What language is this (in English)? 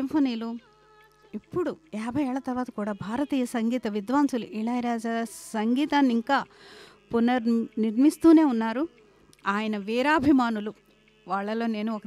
Telugu